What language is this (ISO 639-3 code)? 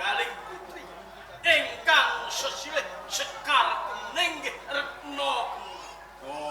jav